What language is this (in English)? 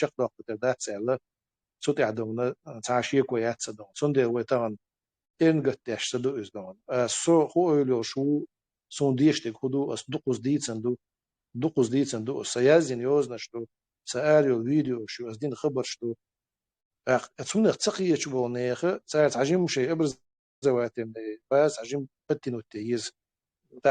Chechen